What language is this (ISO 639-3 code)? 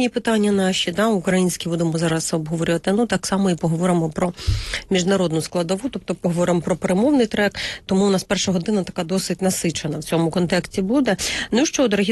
ukr